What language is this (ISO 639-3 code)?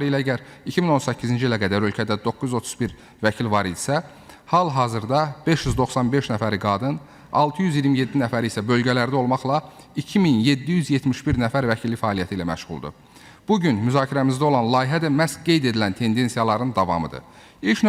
aze